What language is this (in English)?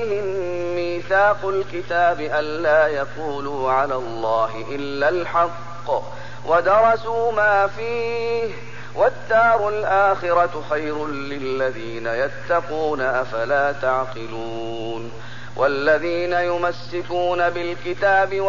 Arabic